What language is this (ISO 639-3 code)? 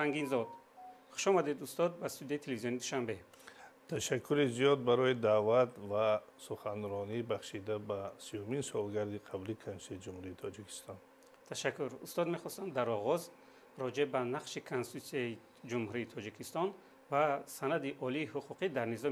tgk